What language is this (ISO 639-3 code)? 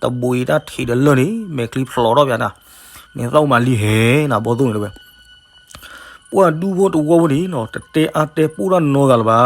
ksw